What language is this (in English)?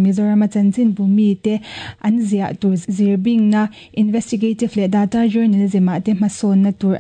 Mizo